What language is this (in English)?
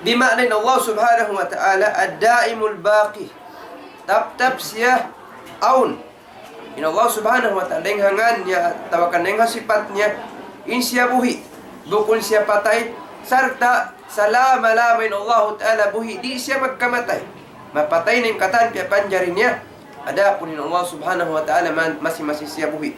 Tausug